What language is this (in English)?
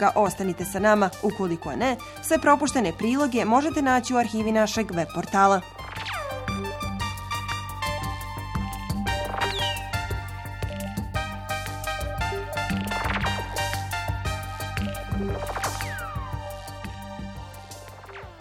Bosnian